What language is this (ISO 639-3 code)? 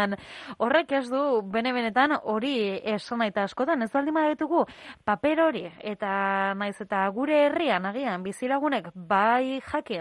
eus